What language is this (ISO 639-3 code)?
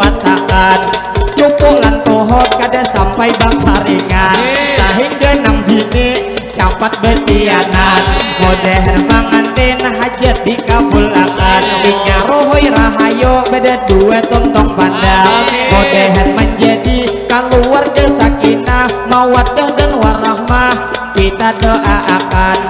bjn